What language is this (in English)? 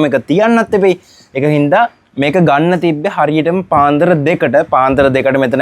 Sinhala